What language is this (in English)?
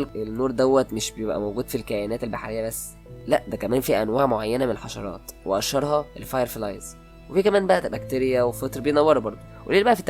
Egyptian Arabic